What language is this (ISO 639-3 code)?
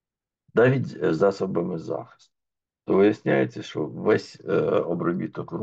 ukr